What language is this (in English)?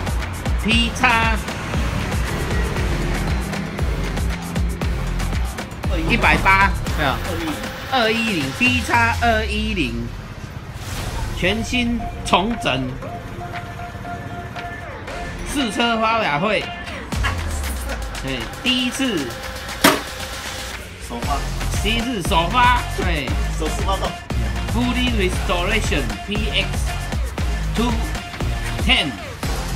Chinese